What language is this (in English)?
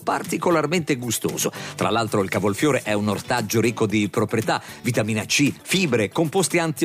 Italian